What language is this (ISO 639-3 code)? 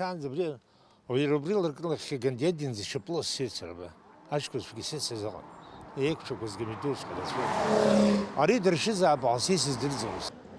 abk